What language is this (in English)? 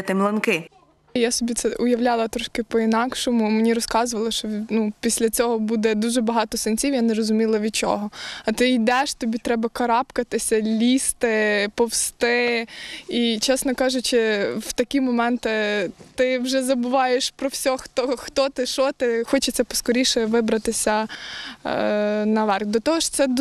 Ukrainian